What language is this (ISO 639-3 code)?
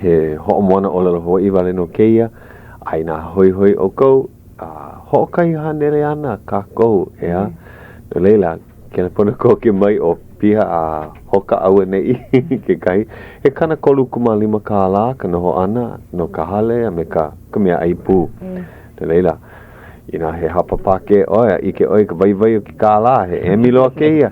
haw